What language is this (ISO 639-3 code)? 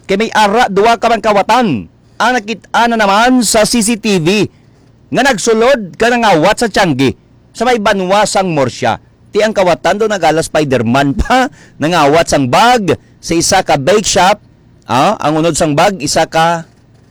hil